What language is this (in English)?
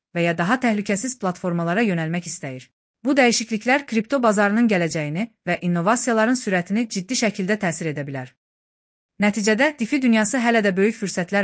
Azerbaijani